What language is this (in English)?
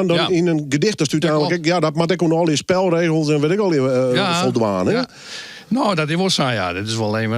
Western Frisian